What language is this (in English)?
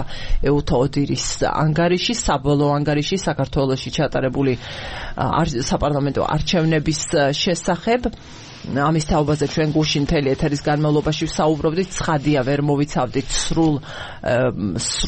Georgian